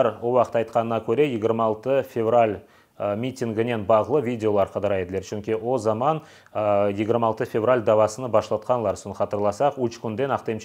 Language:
Crimean Tatar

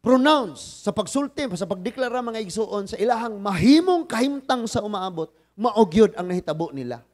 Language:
Cebuano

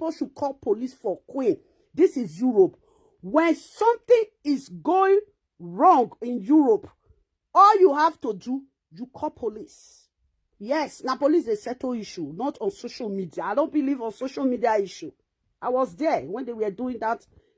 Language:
Nigerian Pidgin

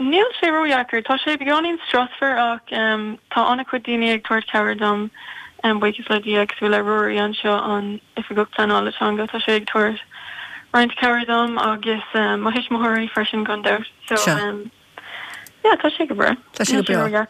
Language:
Irish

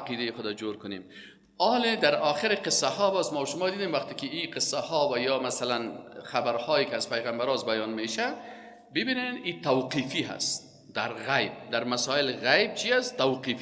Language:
Persian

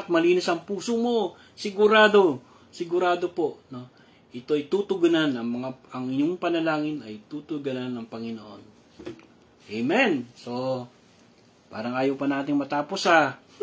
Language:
Filipino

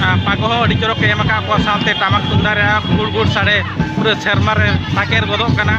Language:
Santali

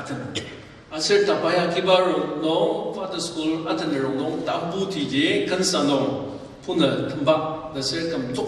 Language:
Ao Naga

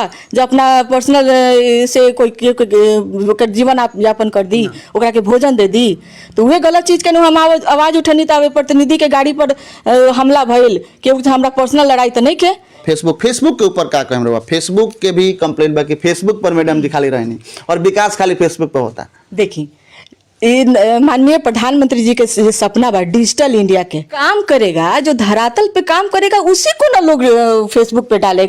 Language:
Bhojpuri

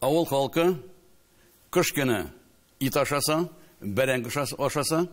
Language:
Tatar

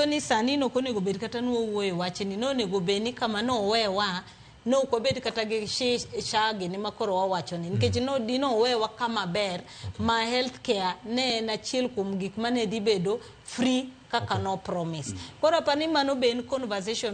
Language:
Luo (Kenya and Tanzania)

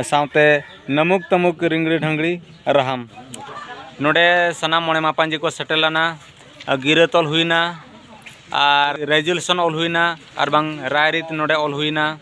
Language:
Santali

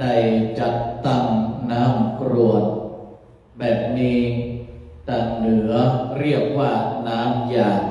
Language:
Pali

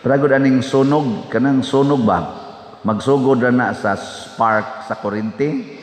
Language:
Cebuano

